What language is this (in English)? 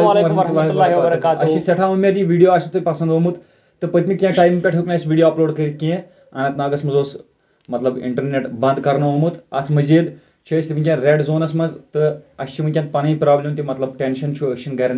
Kashmiri